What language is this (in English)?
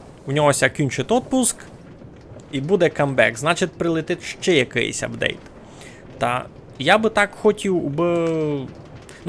Rusyn